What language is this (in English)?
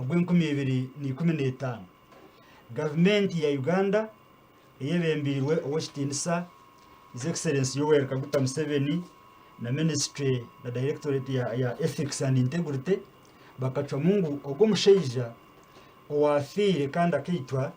Nyankole